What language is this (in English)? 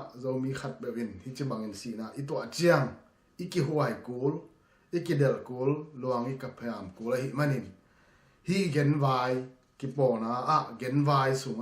Tedim Chin